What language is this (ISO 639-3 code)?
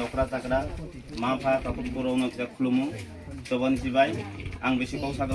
trp